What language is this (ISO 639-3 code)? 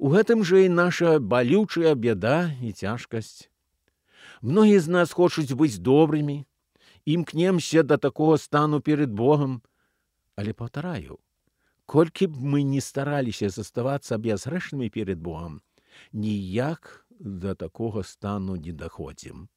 bel